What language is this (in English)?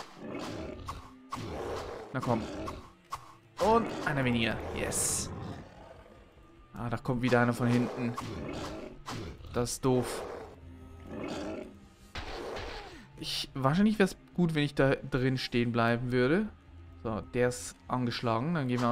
German